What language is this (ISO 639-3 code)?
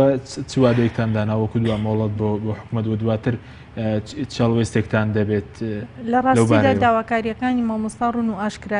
ckb